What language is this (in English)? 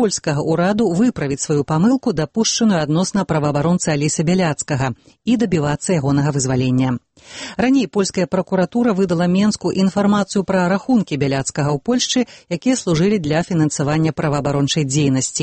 Belarusian